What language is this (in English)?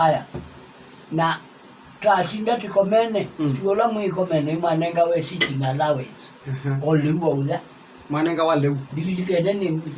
Kamba